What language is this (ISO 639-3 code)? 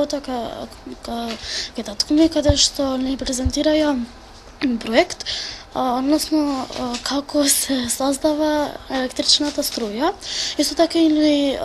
mkd